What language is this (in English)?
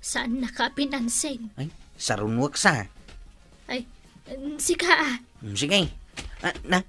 Iloko